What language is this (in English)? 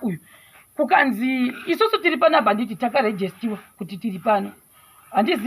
Shona